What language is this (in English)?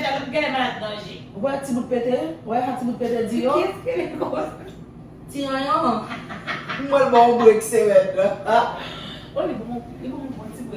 Haitian Creole